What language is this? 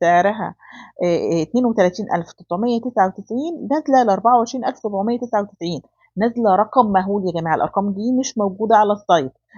Egyptian Arabic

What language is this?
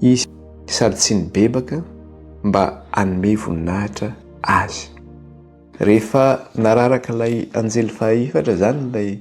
Malagasy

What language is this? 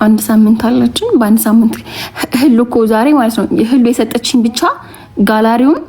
Amharic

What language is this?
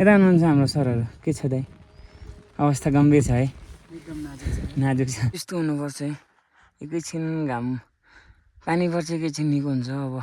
Nepali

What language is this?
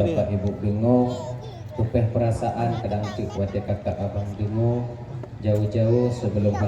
Achinese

